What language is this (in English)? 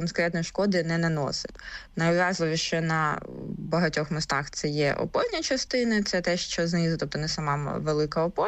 Ukrainian